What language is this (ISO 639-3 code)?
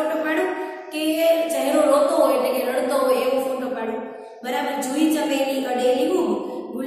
guj